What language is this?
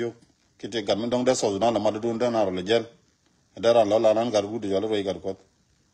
Nuer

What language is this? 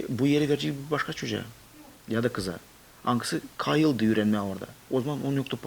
Gagauz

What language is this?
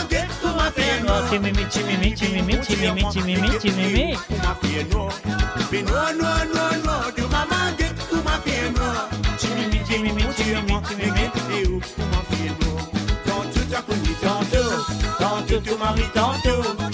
Morisyen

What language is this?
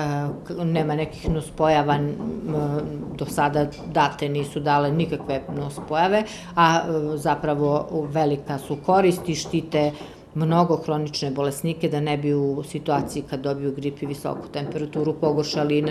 Serbian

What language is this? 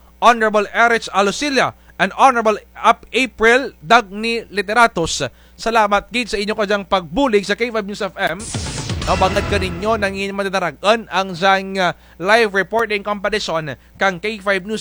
Kinaray-a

